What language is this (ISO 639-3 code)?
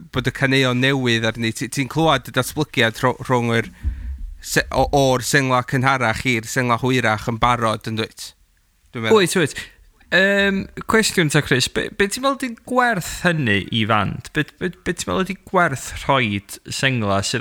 cym